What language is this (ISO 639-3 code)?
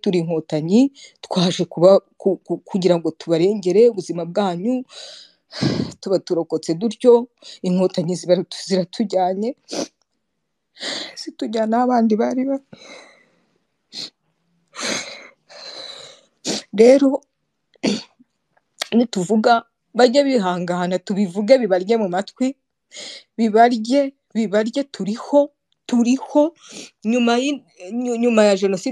kin